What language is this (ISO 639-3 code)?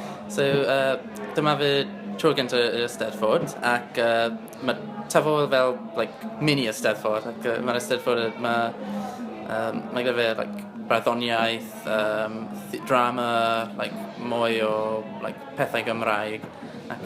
cym